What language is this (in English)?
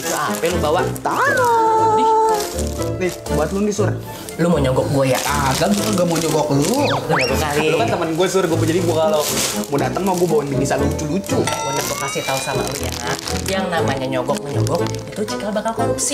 Betawi